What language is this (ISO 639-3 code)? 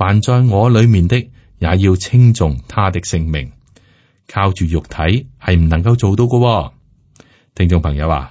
yue